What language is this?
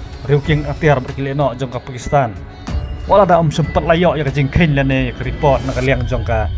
Khasi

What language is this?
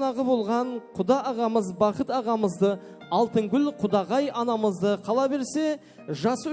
Kara-Kalpak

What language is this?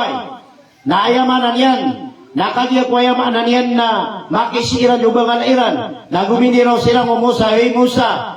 Maranao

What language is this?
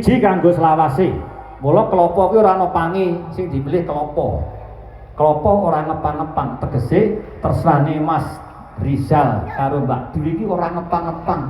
Javanese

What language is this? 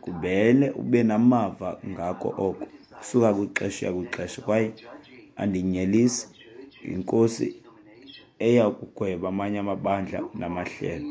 Xhosa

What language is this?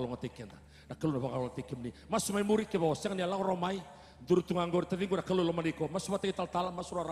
Fijian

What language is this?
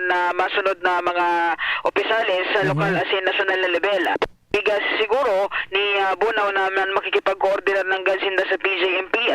Bikol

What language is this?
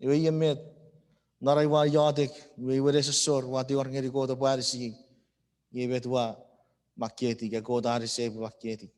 Chuukese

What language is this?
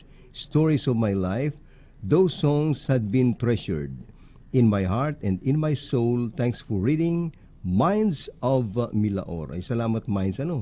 Bikol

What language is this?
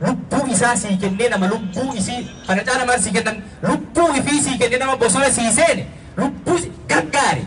Oromo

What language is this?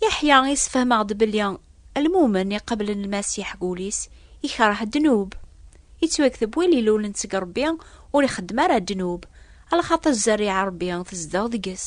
Kabyle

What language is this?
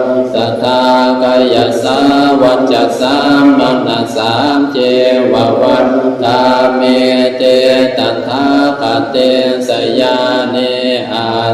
Pali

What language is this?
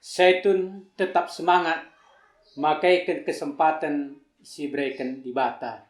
Batak Karo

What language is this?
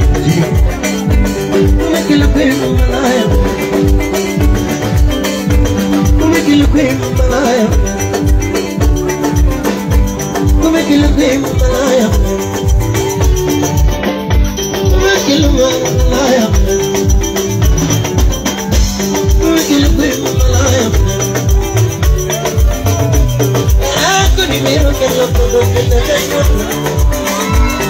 Luo (Kenya and Tanzania)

